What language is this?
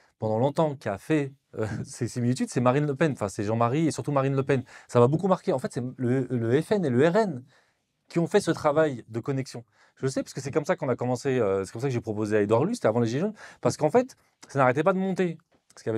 French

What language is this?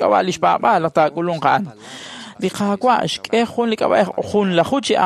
Kekchí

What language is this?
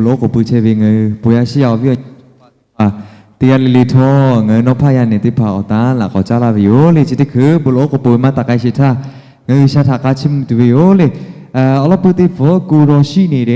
Lahu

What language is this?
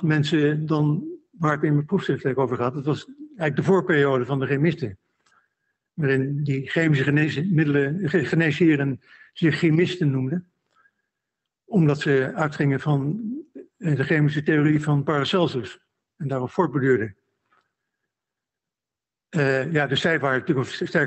Dutch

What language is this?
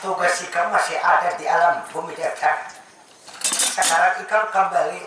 Banjar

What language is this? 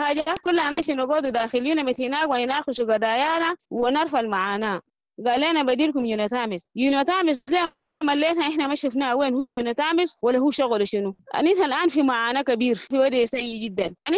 Sudanese Arabic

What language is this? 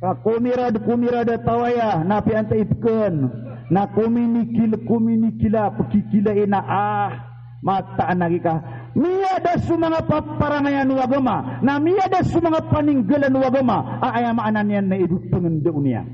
Maranao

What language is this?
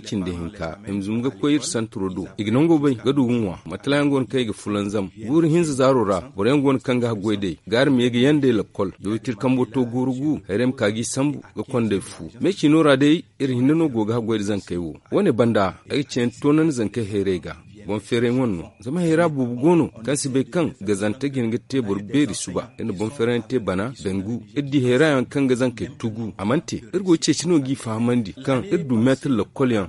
Zarma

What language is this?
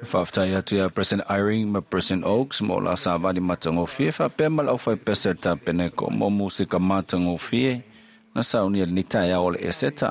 Samoan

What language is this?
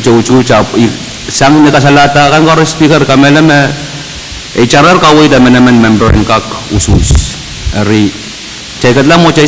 Pohnpeian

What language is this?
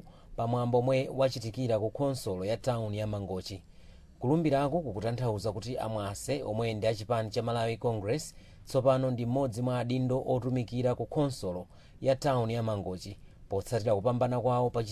Nyanja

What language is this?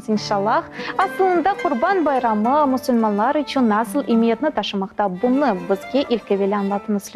Crimean Tatar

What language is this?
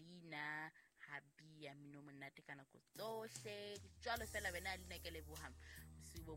Southern Sotho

